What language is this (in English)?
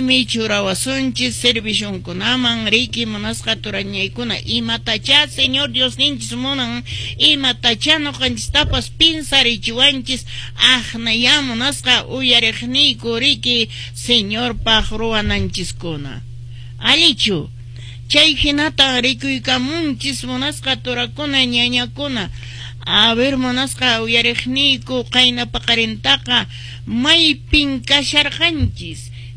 Quechua